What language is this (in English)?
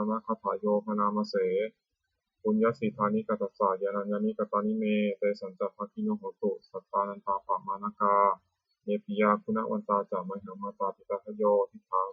Pali